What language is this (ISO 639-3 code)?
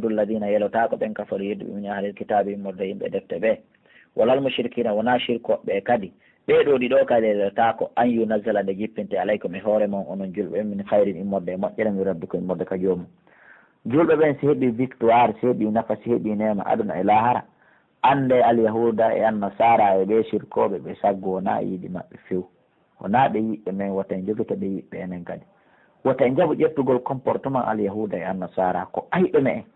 fuf